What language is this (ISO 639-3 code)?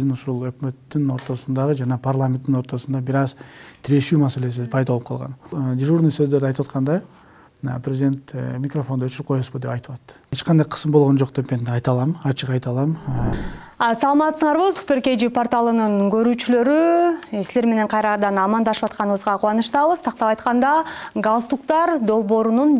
kir